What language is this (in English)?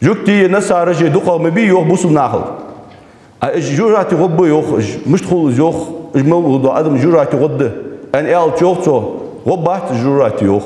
Ingush